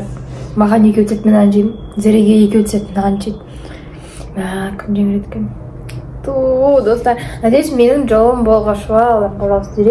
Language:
Kazakh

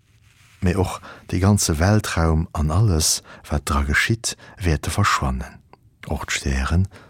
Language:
Luxembourgish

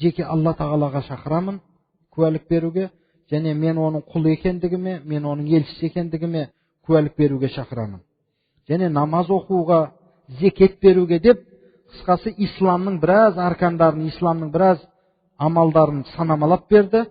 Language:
Kazakh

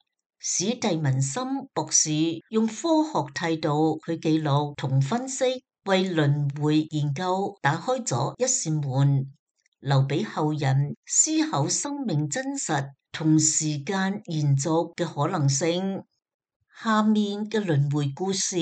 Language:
Cantonese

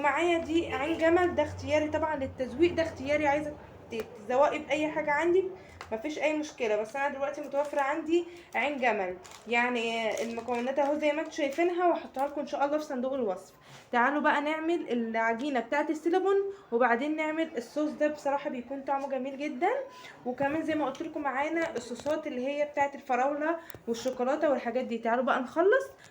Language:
Egyptian Arabic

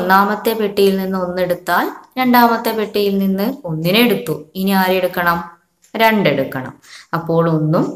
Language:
Malayalam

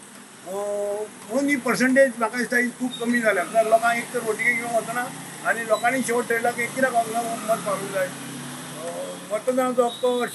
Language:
Konkani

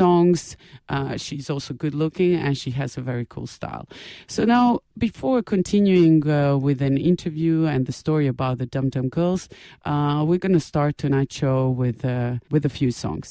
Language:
English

